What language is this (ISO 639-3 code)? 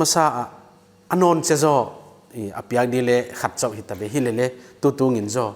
pck